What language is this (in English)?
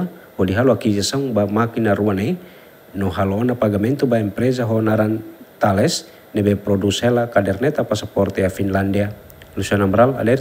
Tetum